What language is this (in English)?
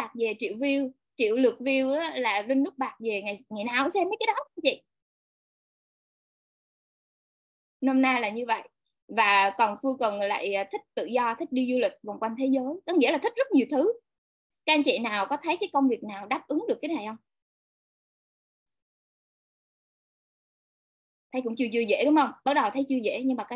Vietnamese